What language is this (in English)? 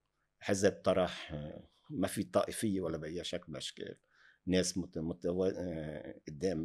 North Levantine Arabic